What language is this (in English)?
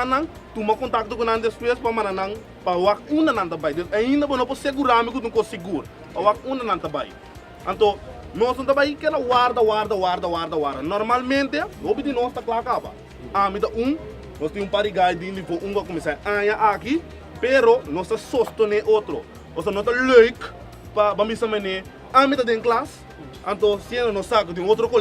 Papiamento